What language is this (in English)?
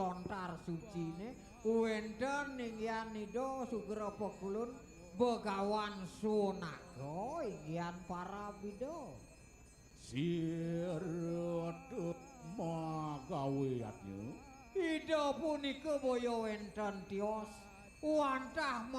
Balinese